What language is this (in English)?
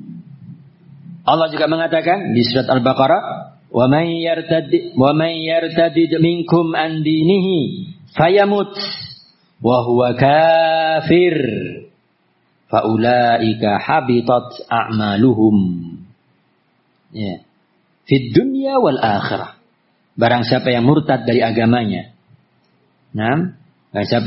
Indonesian